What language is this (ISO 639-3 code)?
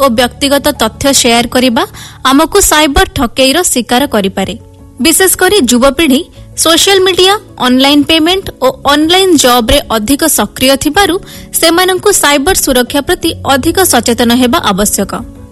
ori